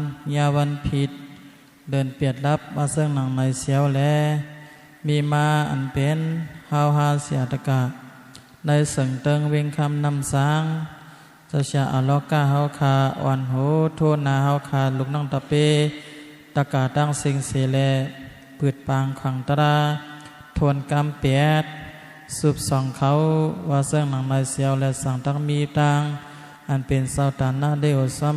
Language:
Shan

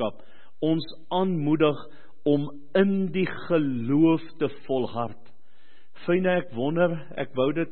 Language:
Afrikaans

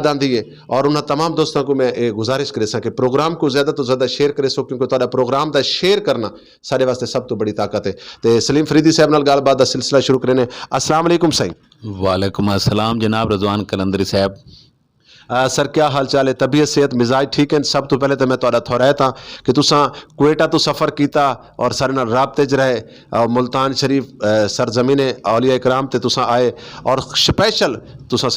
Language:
Saraiki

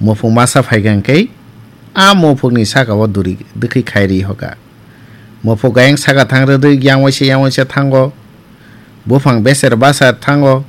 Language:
Kok Borok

